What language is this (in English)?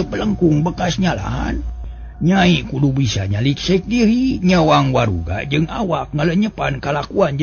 Sundanese